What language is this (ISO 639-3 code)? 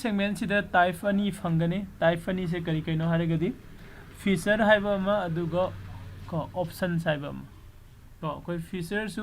mni